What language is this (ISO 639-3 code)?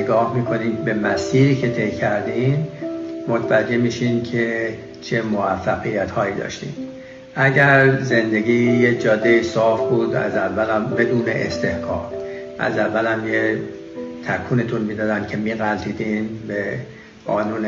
fas